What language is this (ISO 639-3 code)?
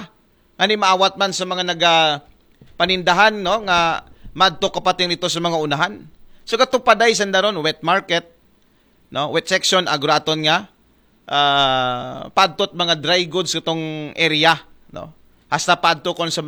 akl